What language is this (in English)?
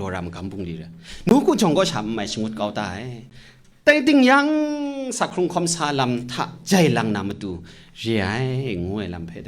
Kachin